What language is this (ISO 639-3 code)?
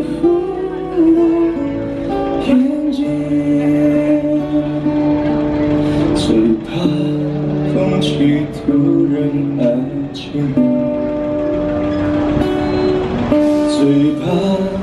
zho